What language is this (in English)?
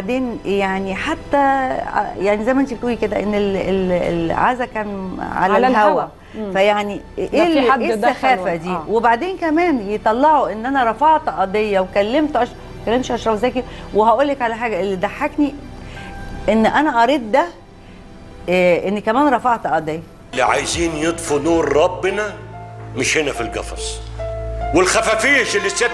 Egyptian Arabic